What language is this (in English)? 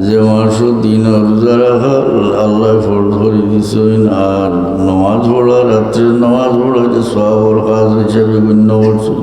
Sylheti